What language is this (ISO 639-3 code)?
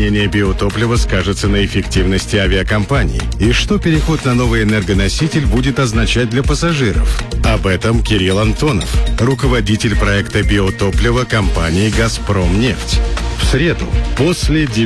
rus